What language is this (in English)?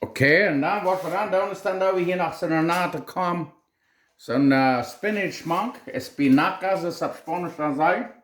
Plautdietsch